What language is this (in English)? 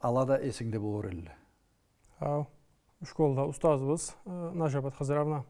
Karachay-Balkar